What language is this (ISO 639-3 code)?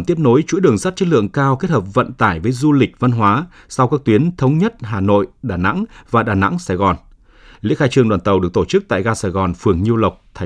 vie